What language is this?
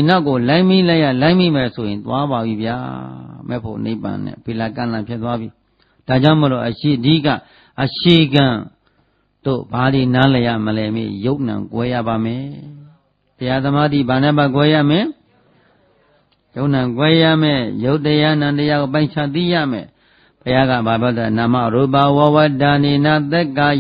Burmese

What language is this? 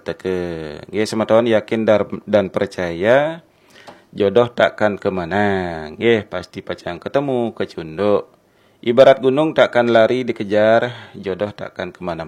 Balinese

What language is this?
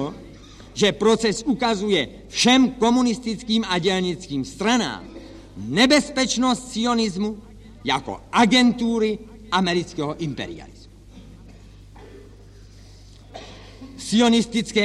Czech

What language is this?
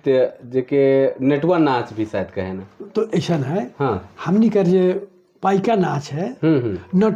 Sadri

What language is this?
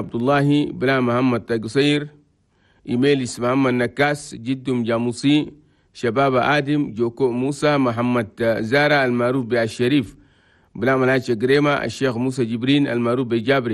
Chadian Arabic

